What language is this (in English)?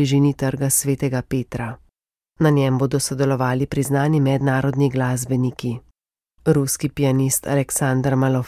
Slovenian